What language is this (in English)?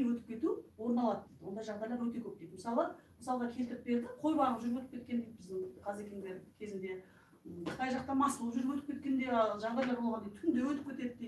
Kazakh